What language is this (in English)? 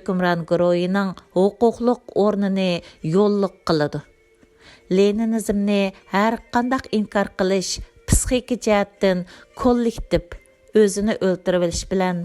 Uyghur